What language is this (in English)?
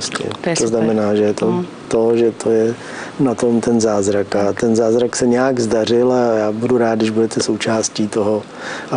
Czech